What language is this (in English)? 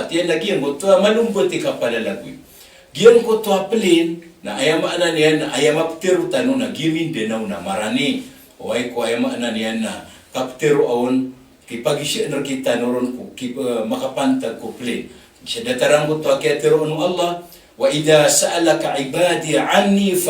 Maranao